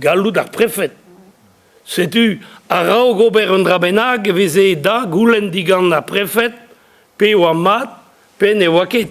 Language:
Breton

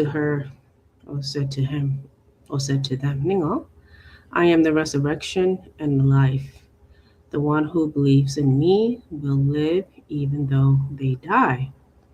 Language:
Acoli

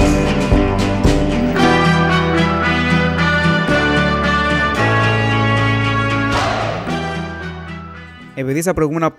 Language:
Greek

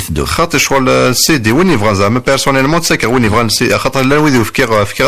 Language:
Kabyle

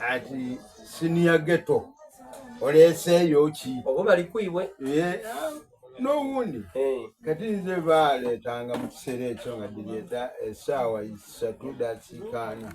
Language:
Soga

